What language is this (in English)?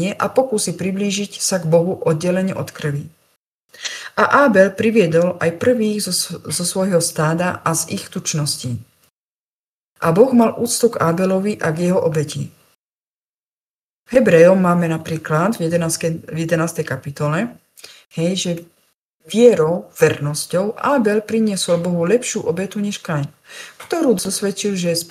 Slovak